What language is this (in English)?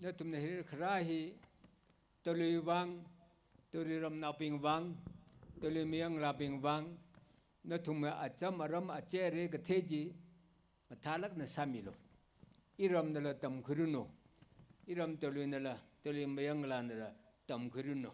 Tangkhul Naga (India)